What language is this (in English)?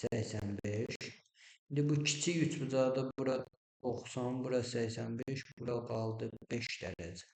Azerbaijani